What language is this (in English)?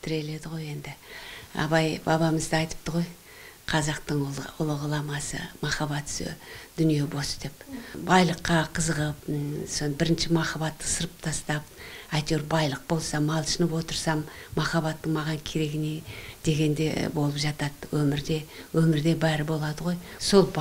Kazakh